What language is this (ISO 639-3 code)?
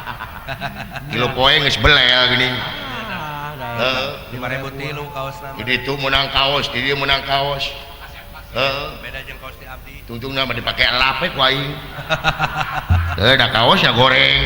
sun